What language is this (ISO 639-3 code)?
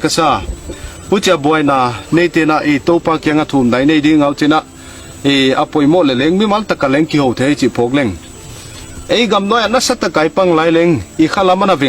ctd